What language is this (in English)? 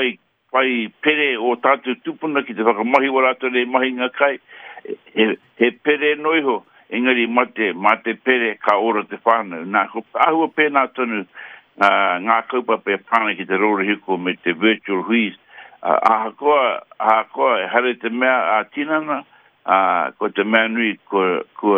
Māori